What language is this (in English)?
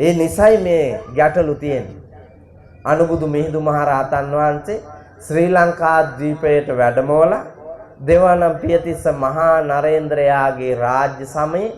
Sinhala